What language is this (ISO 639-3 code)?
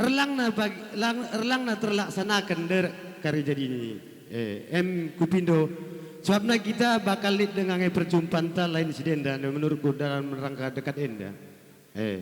btx